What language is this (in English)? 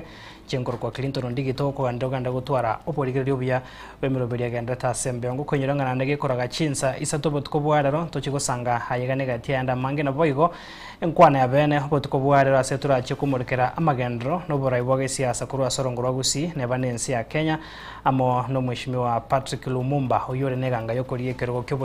Gusii